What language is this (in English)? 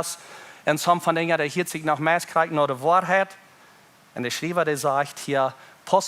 Plautdietsch